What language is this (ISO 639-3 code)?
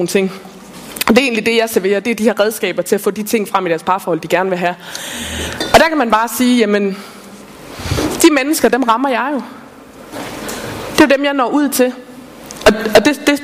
dan